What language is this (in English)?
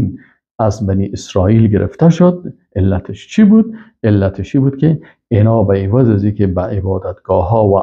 Persian